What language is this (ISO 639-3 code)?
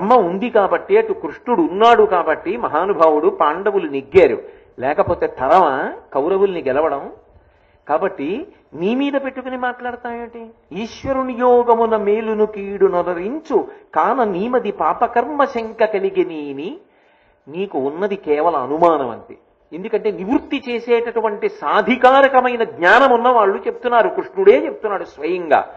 tel